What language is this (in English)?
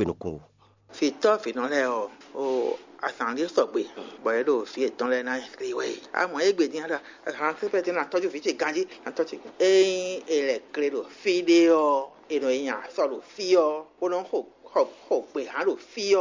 Fon